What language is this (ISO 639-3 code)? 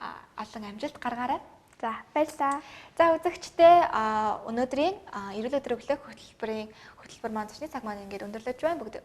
mon